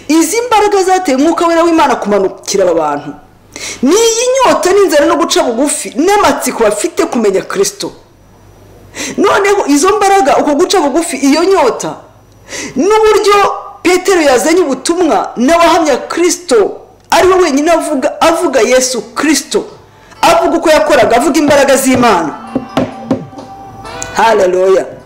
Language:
Kinyarwanda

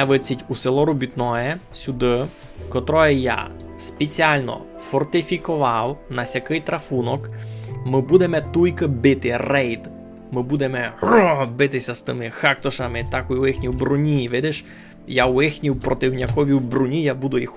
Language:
Rusyn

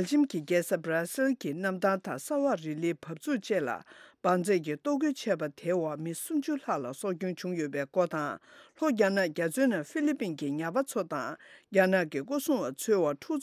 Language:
Tibetan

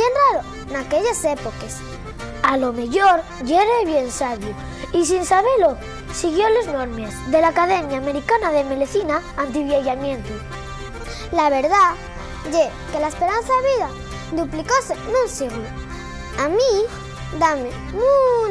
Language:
Asturian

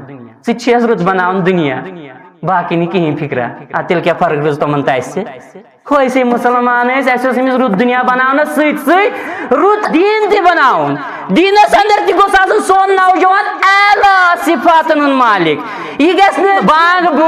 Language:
Kashmiri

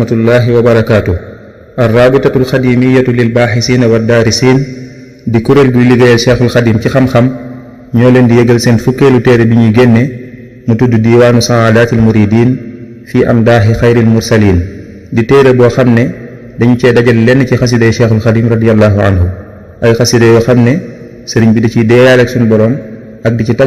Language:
Wolof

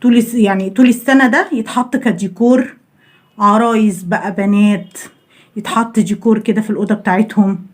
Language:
Egyptian Arabic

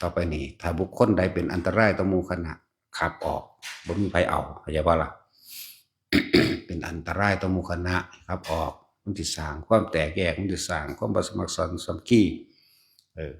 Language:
Northeastern Thai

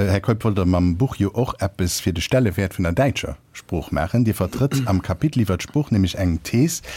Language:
Luxembourgish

